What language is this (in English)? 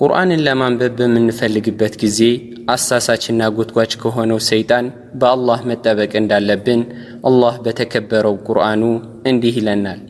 Amharic